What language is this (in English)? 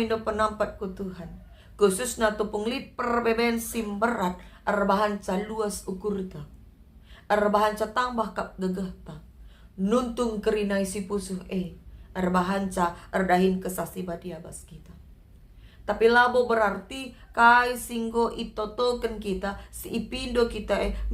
Batak Karo